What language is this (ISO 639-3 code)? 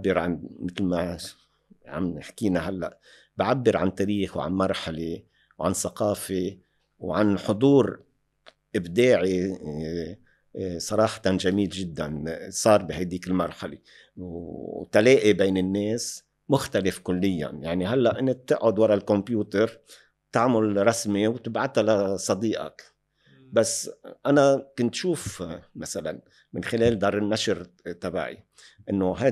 apc